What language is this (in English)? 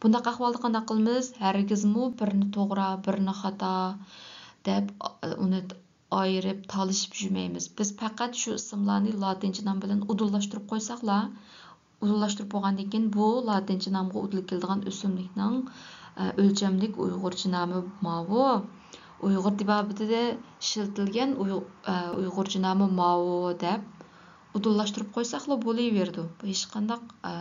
Uyghur